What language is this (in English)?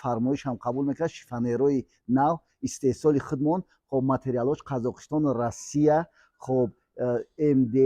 Tajik